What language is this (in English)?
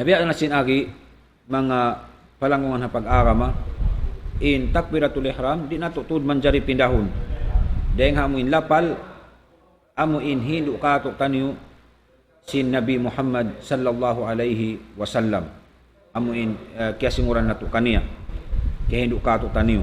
Tausug